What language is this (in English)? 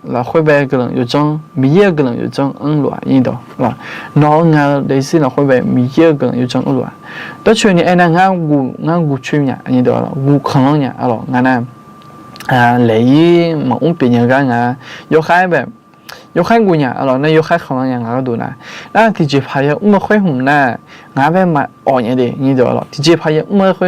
Akha